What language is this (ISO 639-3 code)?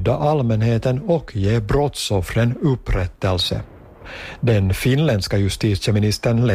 swe